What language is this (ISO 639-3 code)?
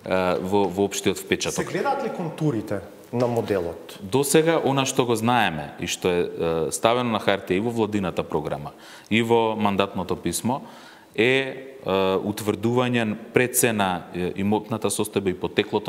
mkd